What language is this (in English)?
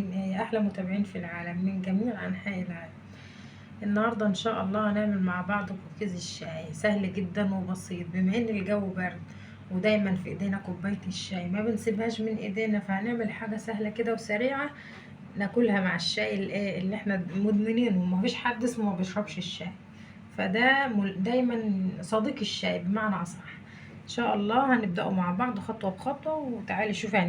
Egyptian Arabic